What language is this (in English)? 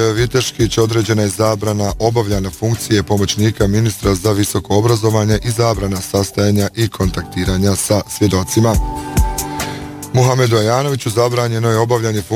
Bosnian